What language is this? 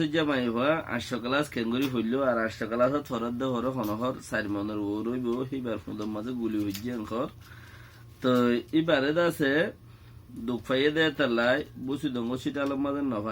Rohingya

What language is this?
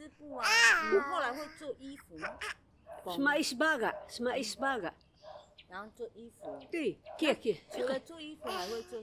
Taroko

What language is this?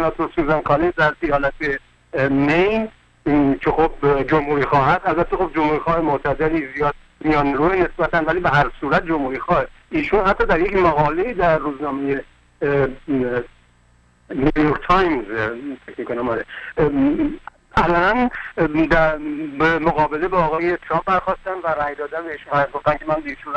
Persian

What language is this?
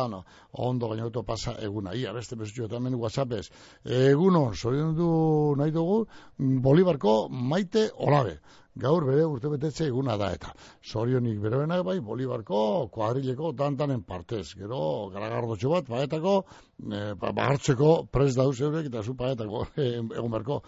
Basque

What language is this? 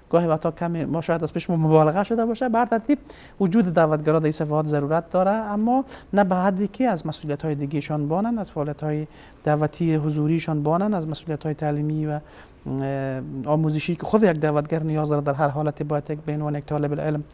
Persian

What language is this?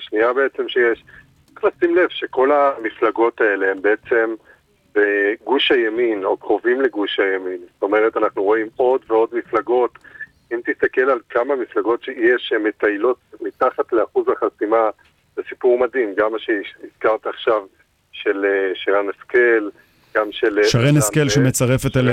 Hebrew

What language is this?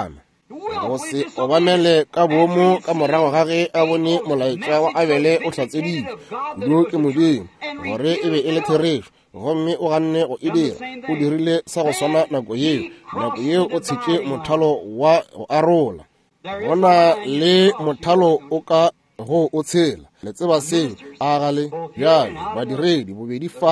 Northern Sotho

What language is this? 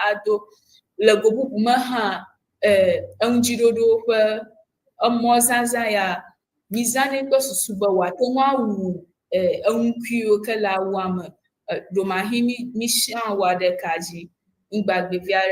Ewe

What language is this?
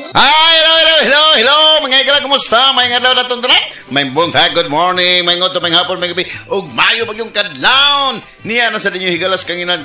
Cebuano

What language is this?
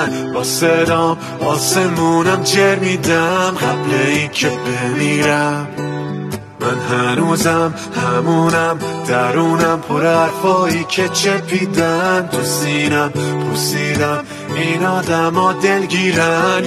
Persian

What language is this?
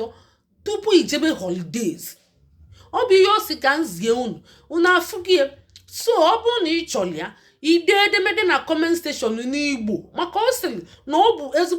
Igbo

